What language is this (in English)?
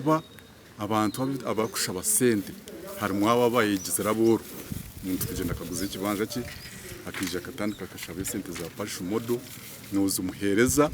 Nyankole